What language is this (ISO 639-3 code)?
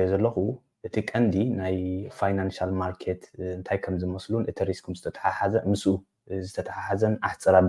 tir